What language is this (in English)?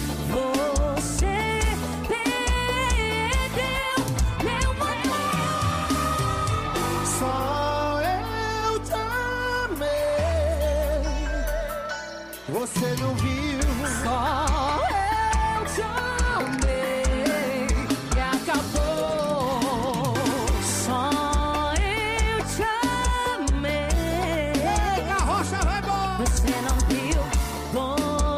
Portuguese